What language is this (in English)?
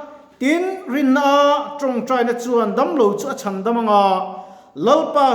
Mizo